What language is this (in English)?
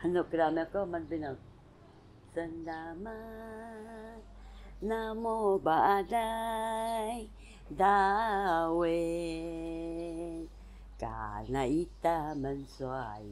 Taroko